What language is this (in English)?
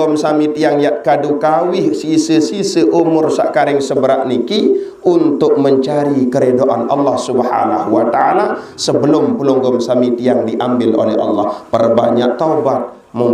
Sasak